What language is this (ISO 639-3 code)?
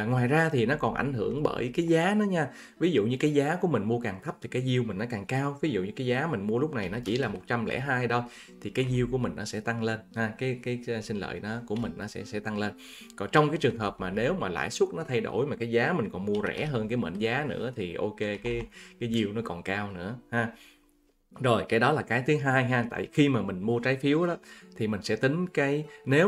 vie